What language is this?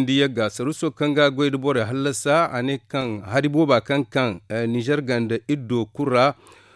Zarma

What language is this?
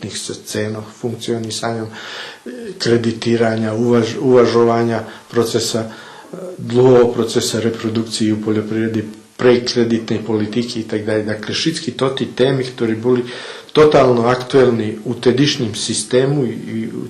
Rusyn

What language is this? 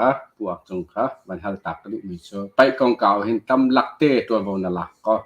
Hakha Chin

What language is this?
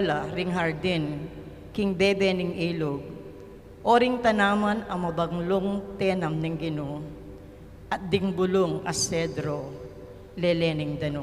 Pampanga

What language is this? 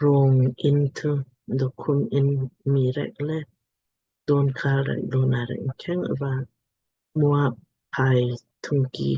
Lamkang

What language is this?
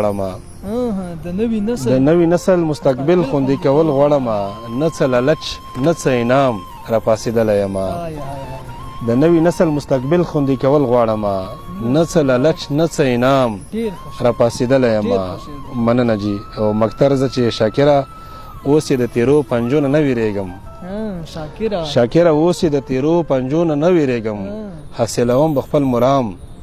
Pashto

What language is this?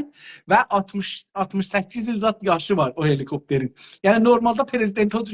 South Azerbaijani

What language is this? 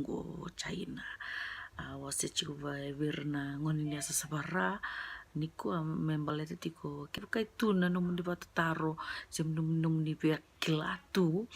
Fijian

